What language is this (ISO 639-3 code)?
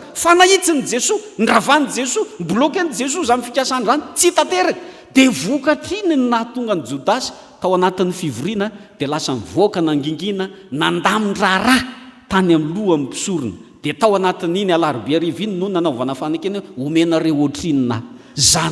mlg